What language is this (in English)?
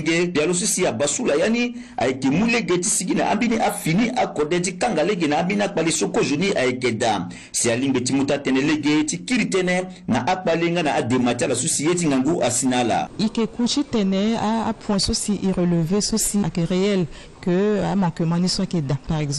Sango